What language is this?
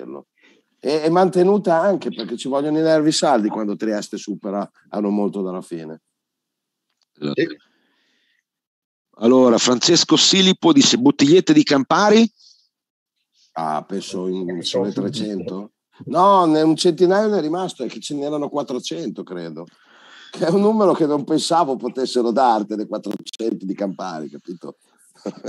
Italian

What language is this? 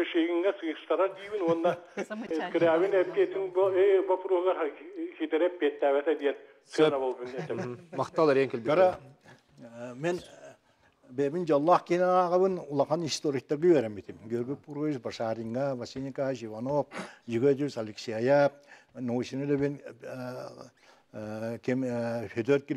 Yakut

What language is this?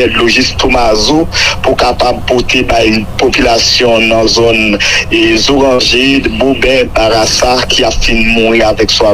Haitian Creole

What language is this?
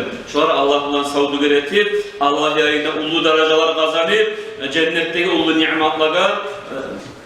Kumyk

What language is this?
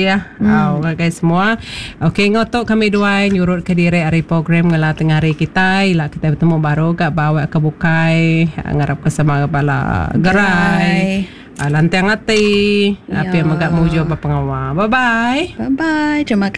Iban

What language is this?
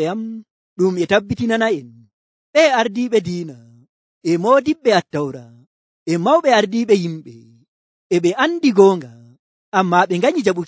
Nigerian Fulfulde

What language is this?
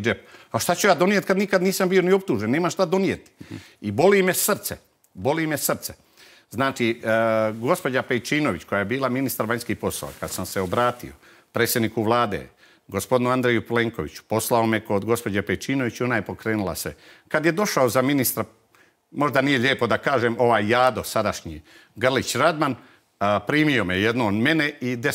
Croatian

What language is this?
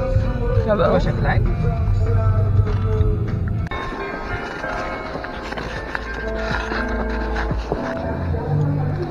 Dutch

